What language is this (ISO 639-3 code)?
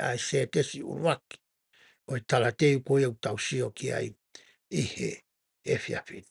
ton